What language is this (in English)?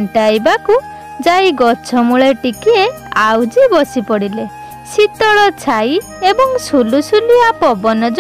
Odia